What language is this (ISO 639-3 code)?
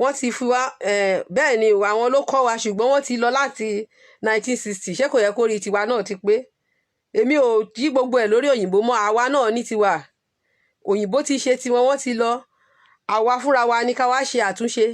yor